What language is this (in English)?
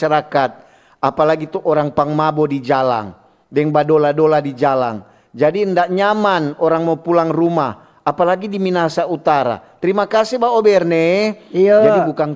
Manado Malay